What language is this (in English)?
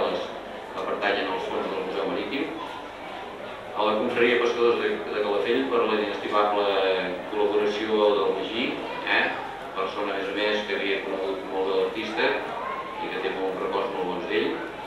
Catalan